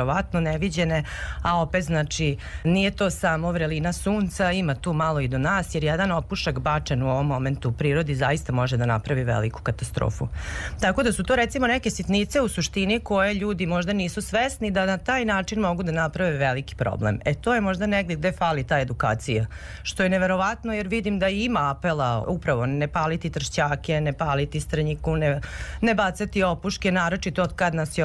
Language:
Serbian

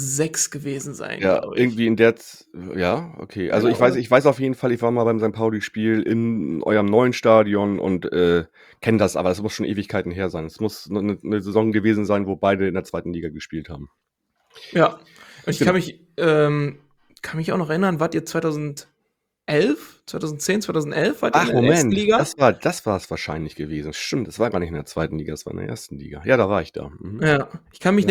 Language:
German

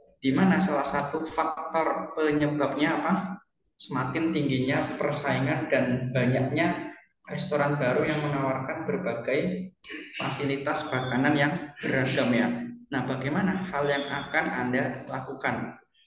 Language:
Indonesian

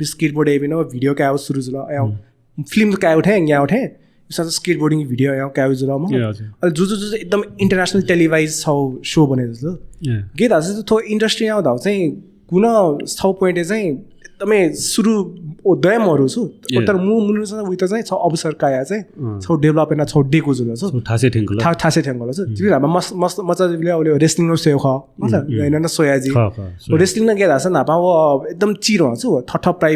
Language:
Newari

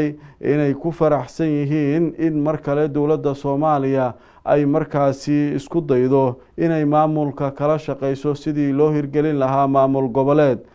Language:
Somali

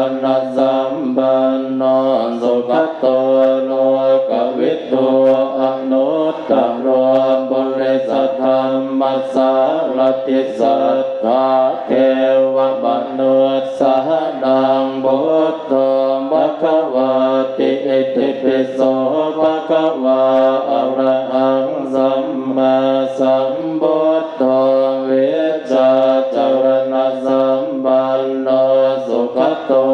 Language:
Pali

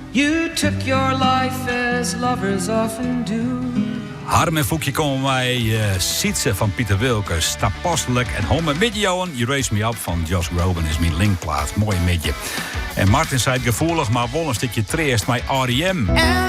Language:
Western Frisian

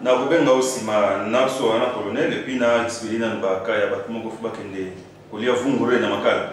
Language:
Lingala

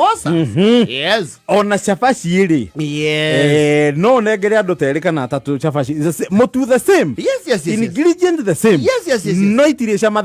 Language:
Kikuyu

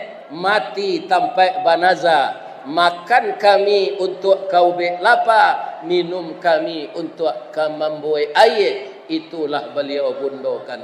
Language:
Minangkabau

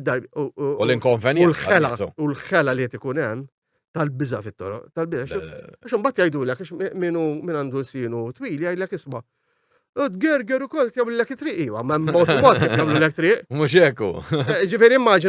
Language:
Maltese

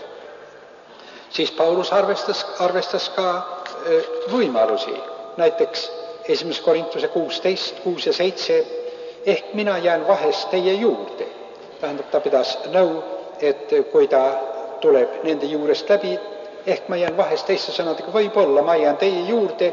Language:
Estonian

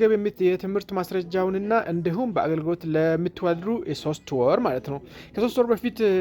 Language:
Amharic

